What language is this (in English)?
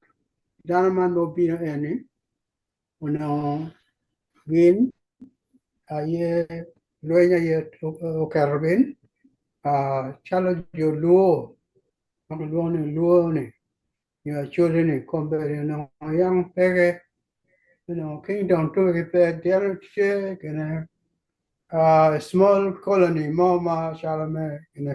Acoli